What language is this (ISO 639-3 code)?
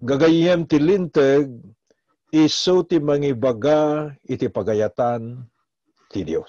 ilo